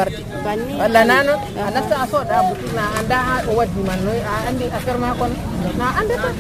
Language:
Nigerian Fulfulde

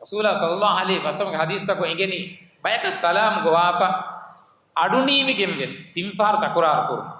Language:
Divehi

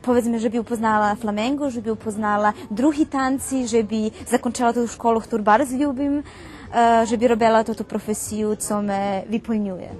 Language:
Rusyn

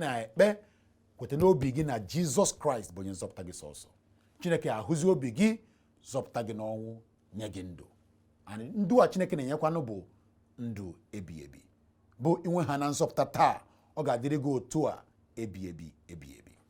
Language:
Igbo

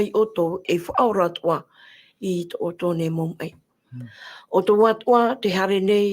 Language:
Tahitian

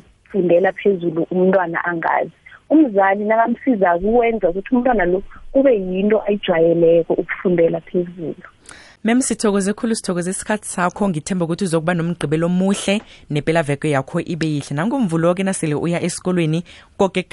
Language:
South Ndebele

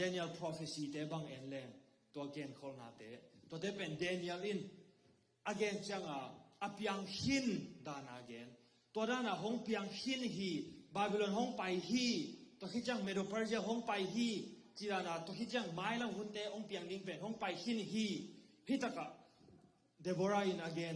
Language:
Tedim Chin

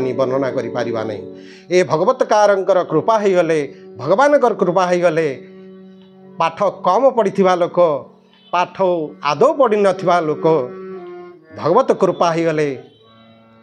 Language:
Odia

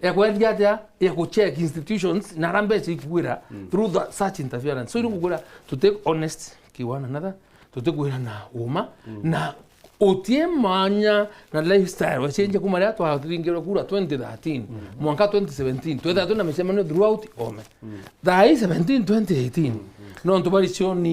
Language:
Meru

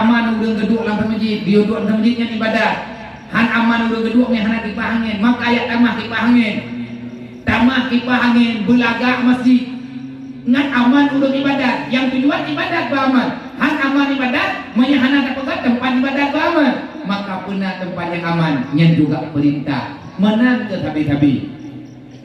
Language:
Achinese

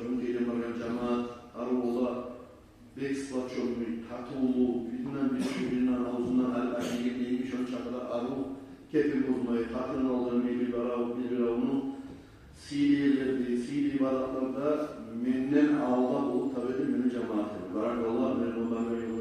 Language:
Kumyk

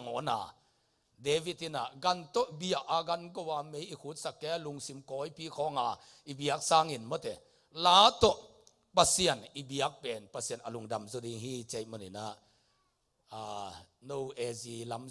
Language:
Tedim Chin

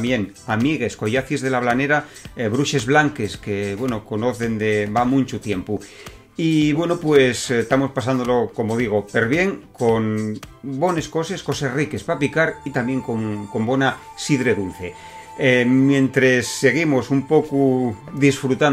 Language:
Asturian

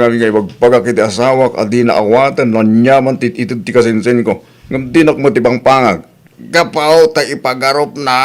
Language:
Iloko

